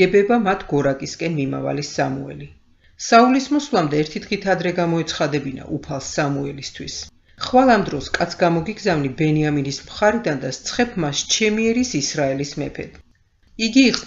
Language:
Georgian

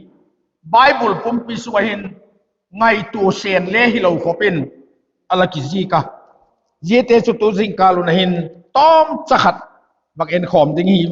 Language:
Vaiphei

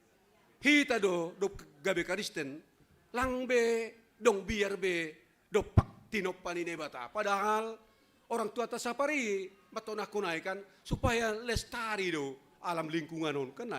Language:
Batak Simalungun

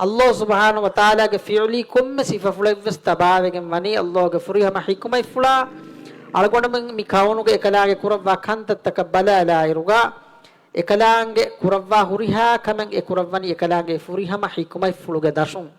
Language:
Divehi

